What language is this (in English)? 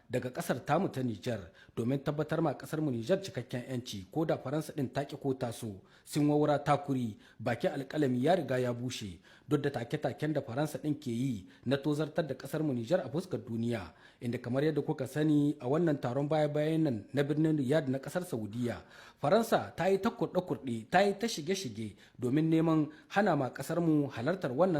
Hausa